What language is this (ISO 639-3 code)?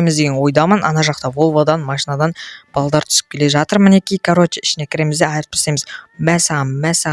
kaz